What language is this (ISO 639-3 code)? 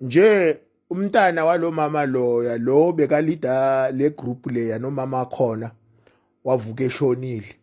zul